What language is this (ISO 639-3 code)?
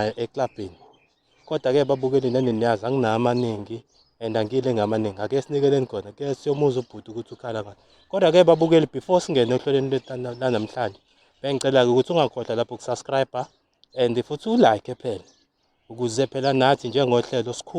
zul